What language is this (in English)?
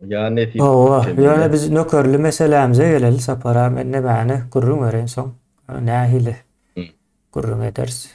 Turkmen